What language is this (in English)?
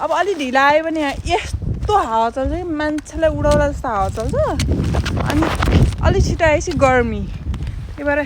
Nepali